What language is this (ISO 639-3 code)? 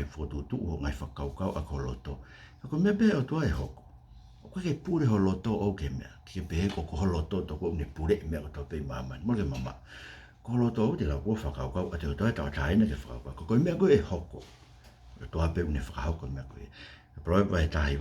ton